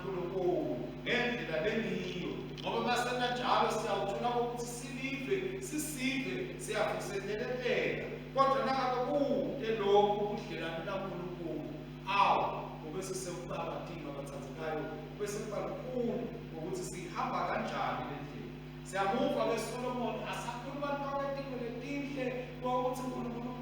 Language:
Swati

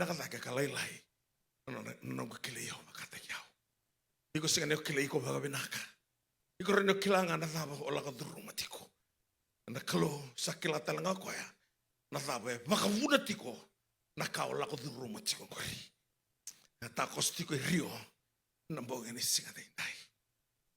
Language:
Fijian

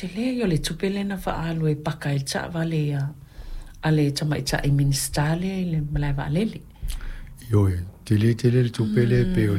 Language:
Samoan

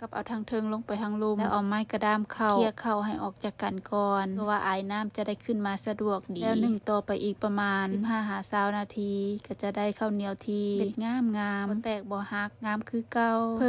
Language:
Lao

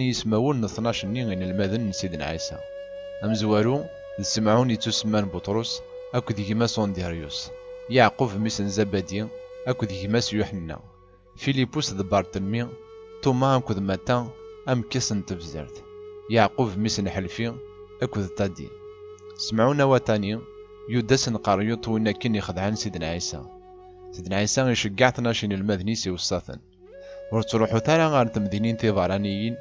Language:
Kabyle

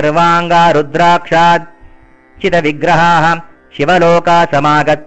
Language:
Sanskrit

